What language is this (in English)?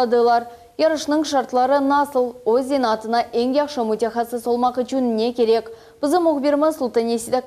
Crimean Tatar